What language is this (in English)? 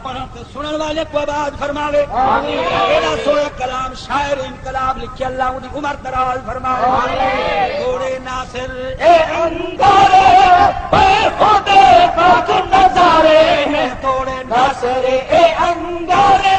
Saraiki